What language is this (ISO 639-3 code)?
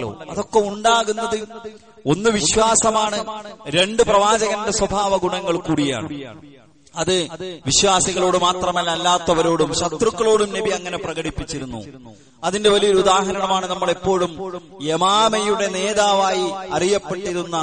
mal